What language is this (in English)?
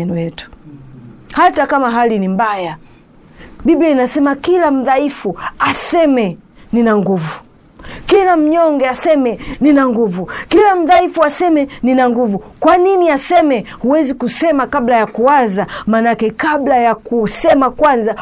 Swahili